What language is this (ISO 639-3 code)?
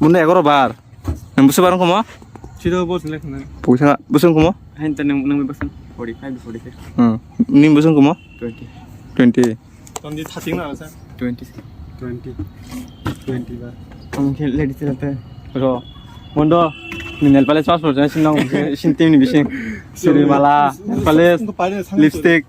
trp